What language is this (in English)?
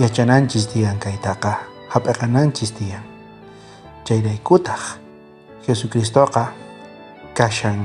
South Bolivian Quechua